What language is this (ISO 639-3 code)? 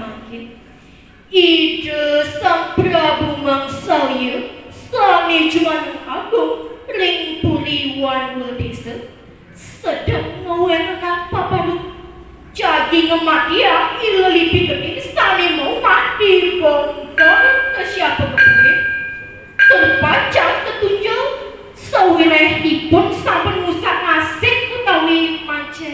ban